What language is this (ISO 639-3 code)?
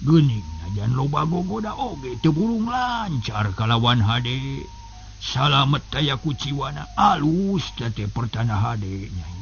sun